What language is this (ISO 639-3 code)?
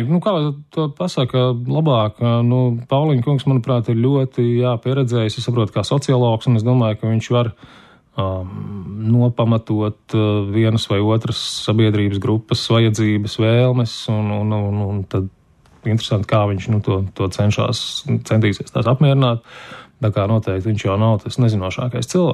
lav